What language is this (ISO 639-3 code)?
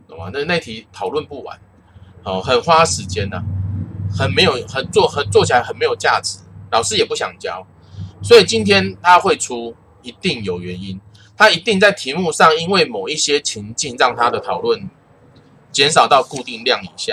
zho